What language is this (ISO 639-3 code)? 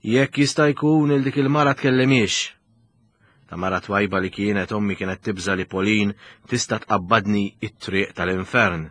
mlt